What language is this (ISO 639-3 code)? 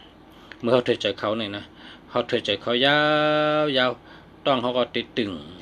shn